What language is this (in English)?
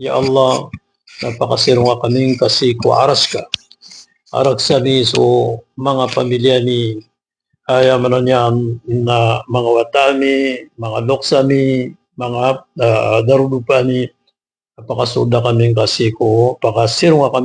Maranao